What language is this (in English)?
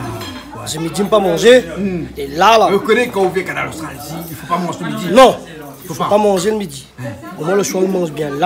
Réunion Creole French